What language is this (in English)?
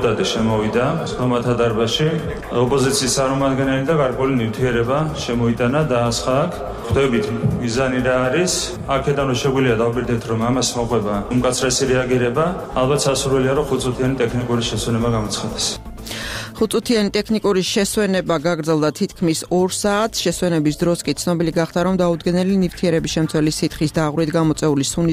Georgian